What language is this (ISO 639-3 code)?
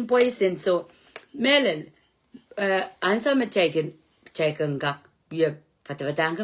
pon